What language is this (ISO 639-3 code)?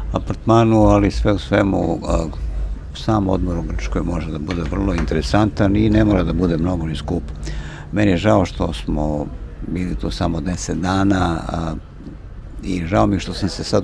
srp